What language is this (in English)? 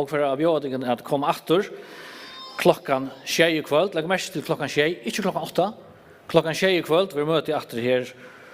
Faroese